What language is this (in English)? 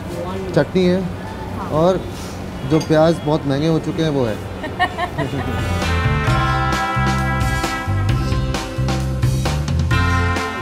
Hindi